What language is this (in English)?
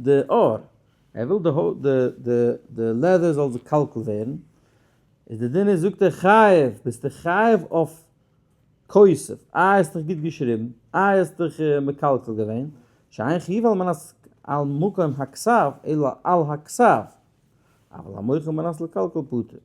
Yiddish